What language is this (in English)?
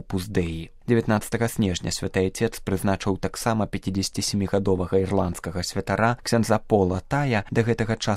Belarusian